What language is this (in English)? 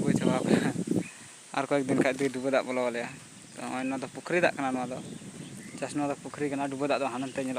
Santali